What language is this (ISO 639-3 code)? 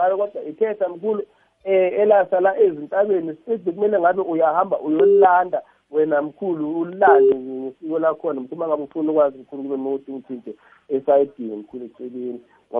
nbl